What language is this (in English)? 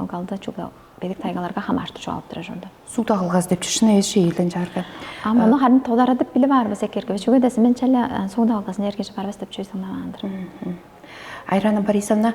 Tuvinian